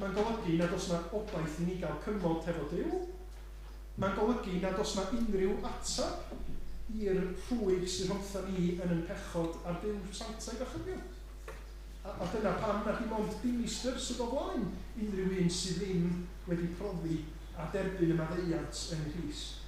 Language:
Welsh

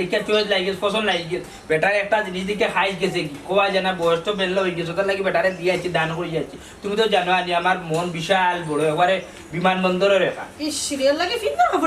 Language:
Sylheti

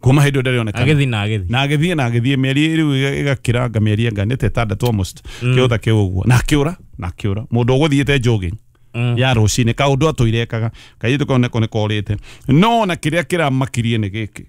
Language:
Kikuyu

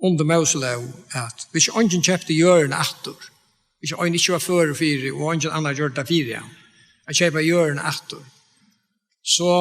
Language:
Faroese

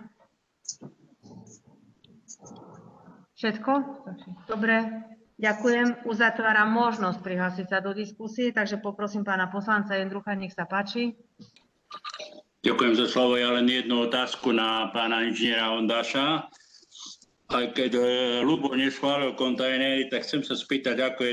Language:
Slovak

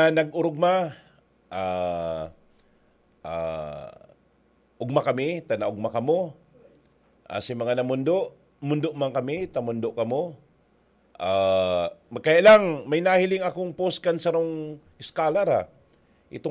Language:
Bikol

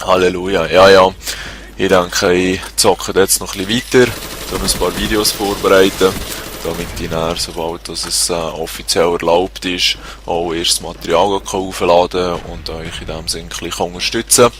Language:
Swiss German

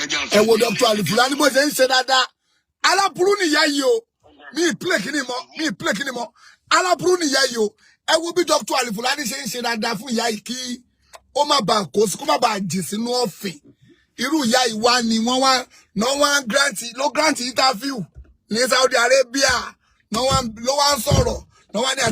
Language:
Yoruba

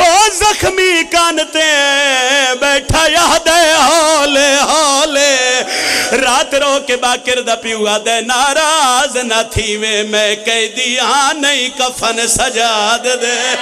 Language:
Pahari-Potwari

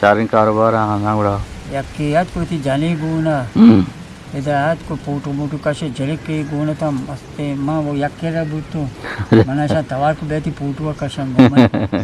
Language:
Eastern Balochi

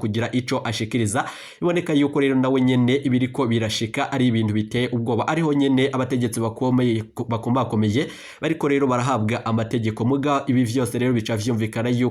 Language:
Rundi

